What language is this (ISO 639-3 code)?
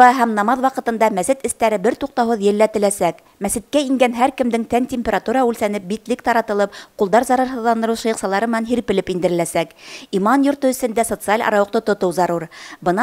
bak